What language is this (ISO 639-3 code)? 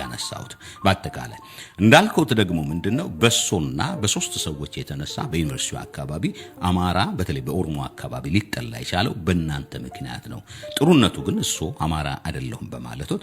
amh